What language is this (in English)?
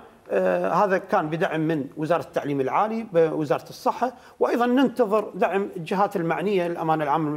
Mesopotamian Arabic